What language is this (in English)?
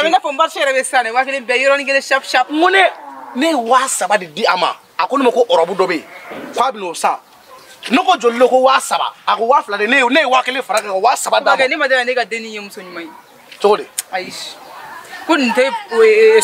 Bambara